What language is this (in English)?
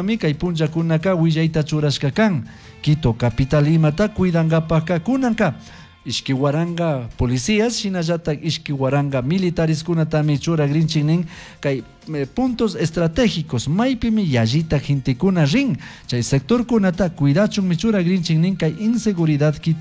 Chimborazo Highland Quichua